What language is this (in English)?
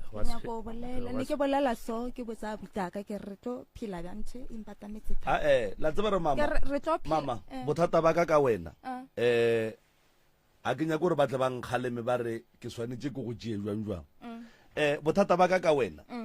Northern Sotho